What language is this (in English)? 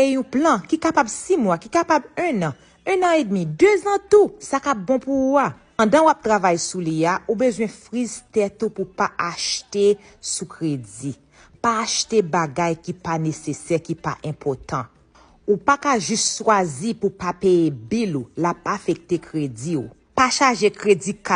Haitian Creole